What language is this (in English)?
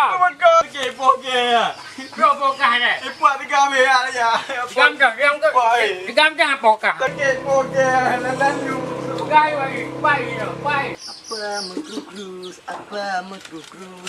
Achinese